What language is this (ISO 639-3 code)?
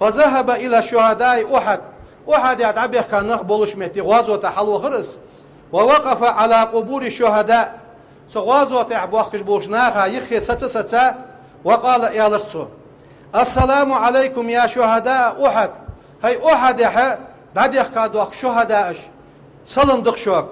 inh